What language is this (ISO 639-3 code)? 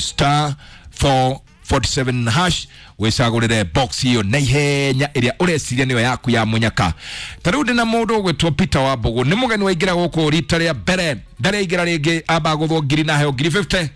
kik